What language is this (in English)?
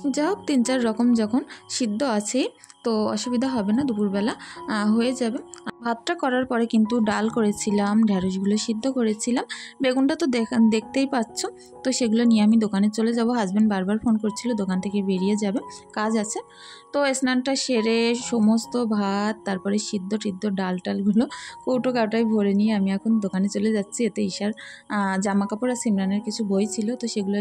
Bangla